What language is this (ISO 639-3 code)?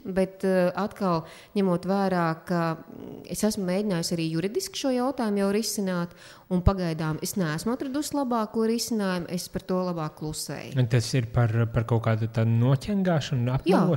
lav